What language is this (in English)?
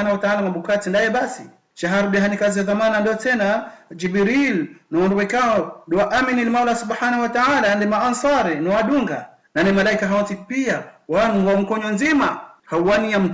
Ngazidja Comorian